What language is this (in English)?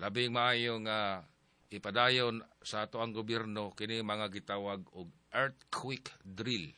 Cebuano